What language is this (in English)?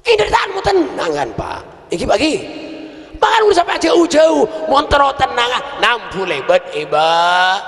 Madurese